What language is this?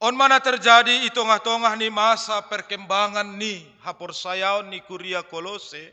Batak Simalungun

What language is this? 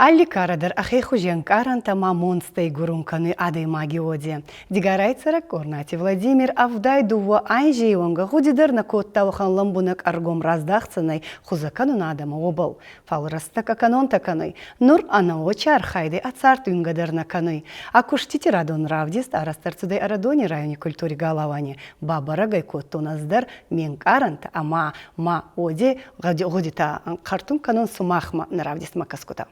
Ossetic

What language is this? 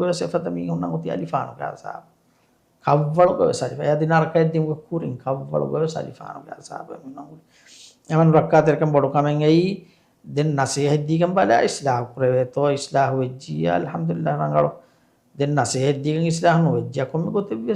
Divehi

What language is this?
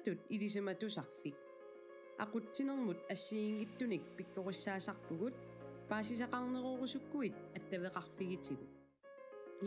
Kalaallisut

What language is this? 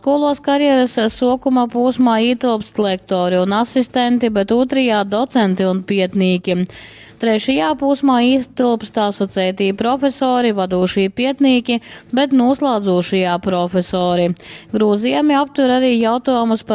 Latgalian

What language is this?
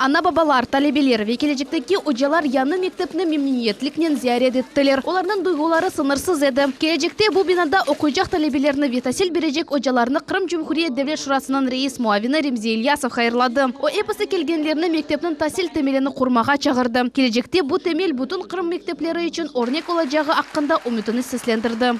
Crimean Tatar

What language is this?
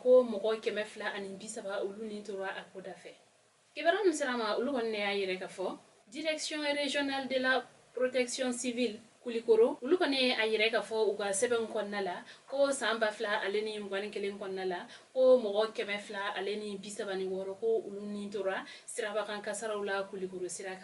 Bambara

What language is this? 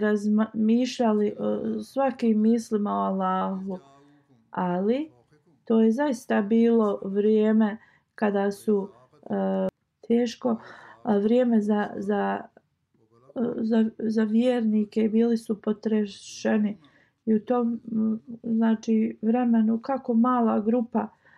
Bosnian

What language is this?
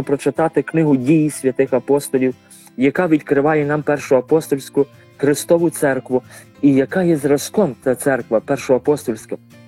Ukrainian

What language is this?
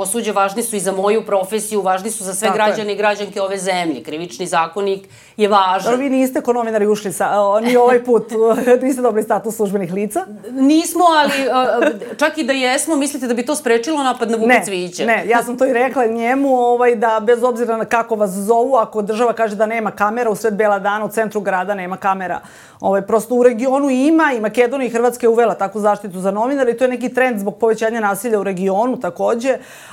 Serbian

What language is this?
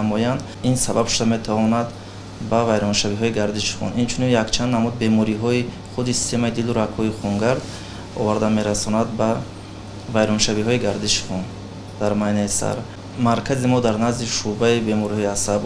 Tajik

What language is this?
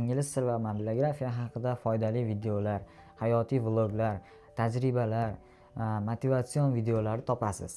Uzbek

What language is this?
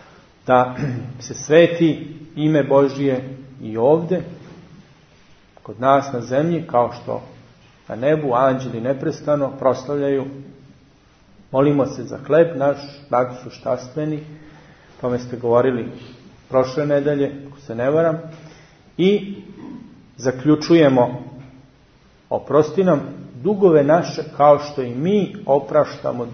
Serbian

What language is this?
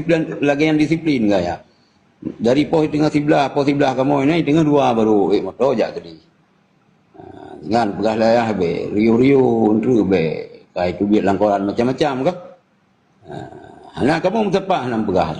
Achinese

